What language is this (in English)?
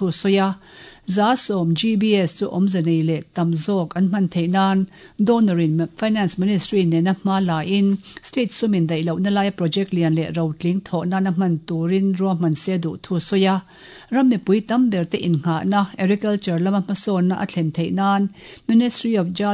Mizo